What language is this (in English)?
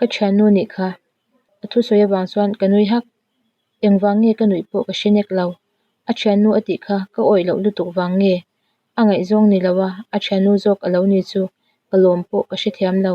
Mizo